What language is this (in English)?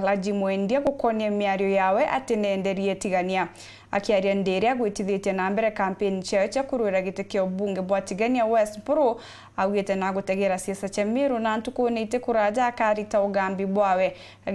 Meru